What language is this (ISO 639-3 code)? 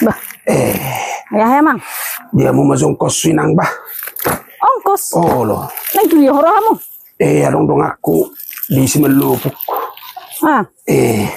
bbc